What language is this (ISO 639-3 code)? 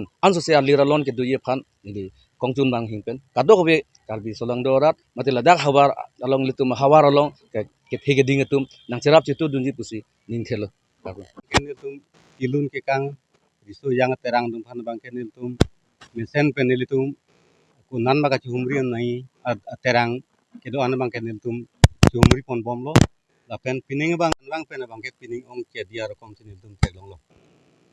mjw